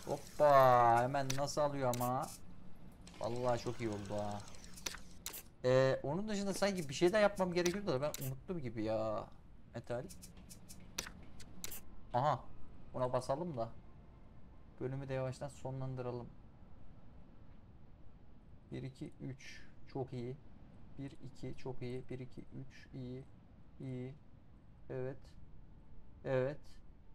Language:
Turkish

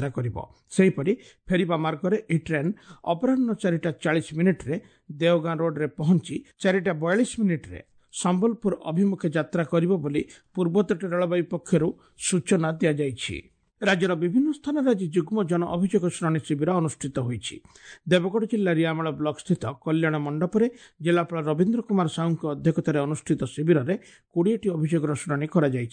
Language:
Odia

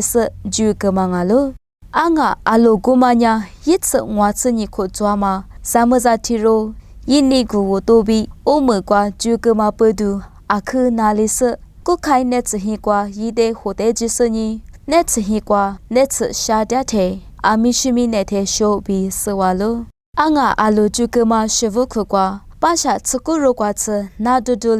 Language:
Lisu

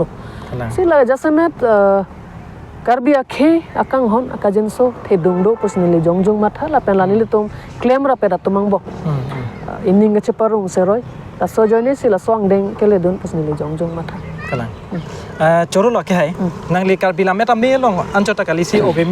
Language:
Karbi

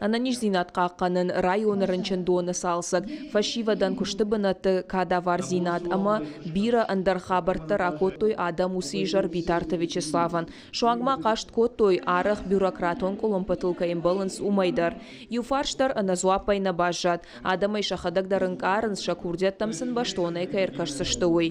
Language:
Ossetic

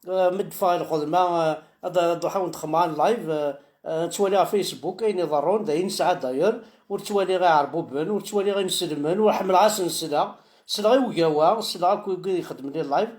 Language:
Kabyle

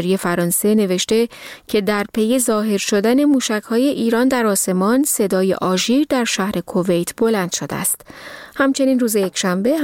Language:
Persian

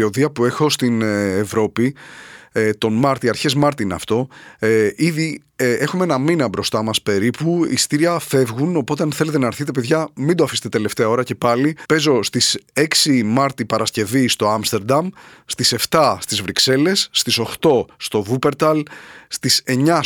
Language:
Greek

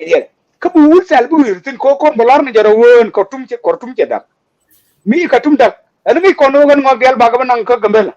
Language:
Nuer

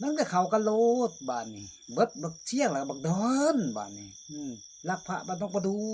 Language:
Lao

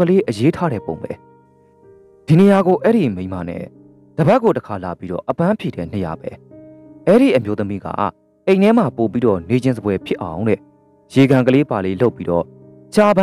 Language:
Burmese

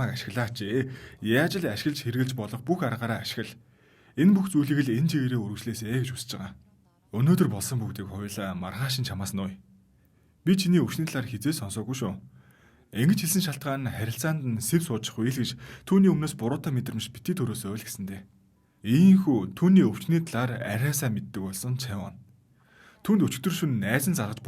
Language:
Mongolian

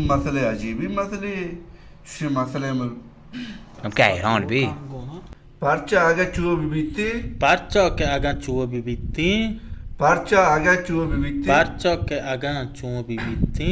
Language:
Baluchi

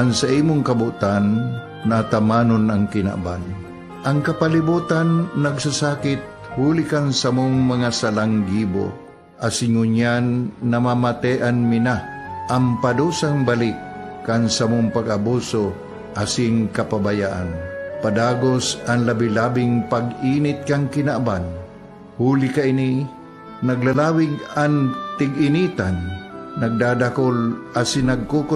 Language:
Bikol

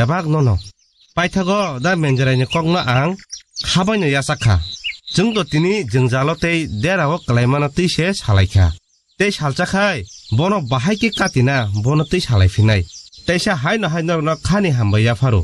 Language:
Kok Borok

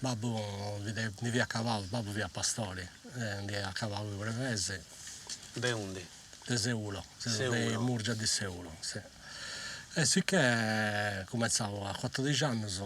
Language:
Sardinian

